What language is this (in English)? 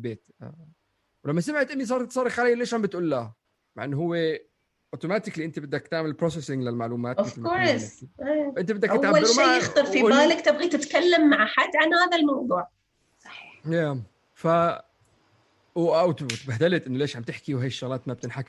North Levantine Arabic